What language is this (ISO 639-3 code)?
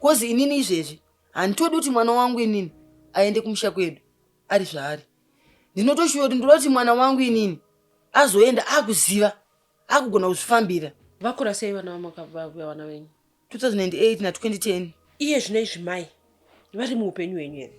sna